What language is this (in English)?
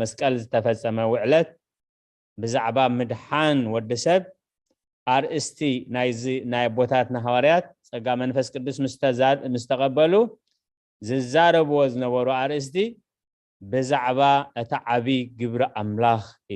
Tigrinya